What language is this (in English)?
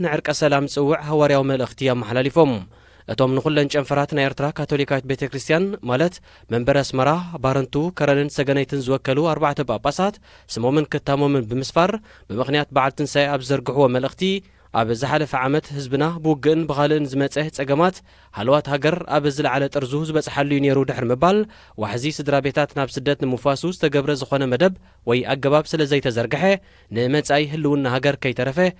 Tigrinya